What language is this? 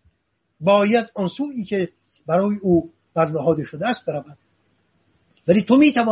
Persian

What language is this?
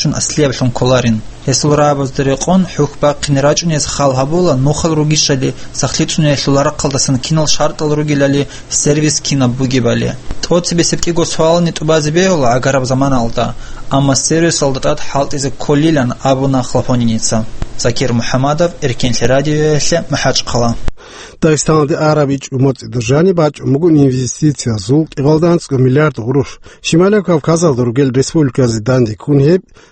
Avaric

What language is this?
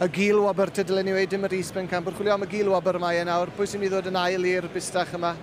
Welsh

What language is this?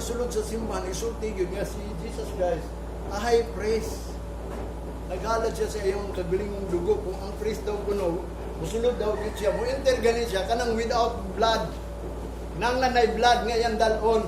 Cebuano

